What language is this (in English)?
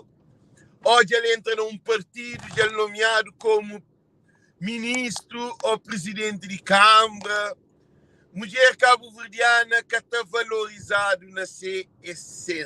Kabuverdianu